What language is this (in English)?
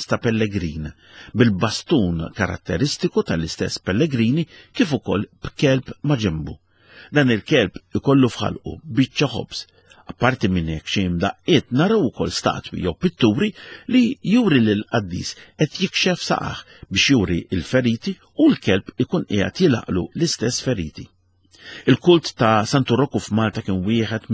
Maltese